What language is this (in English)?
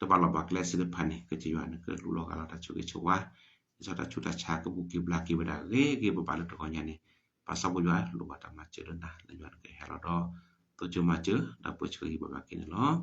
S'gaw Karen